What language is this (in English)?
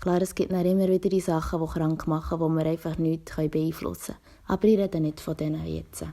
Swiss German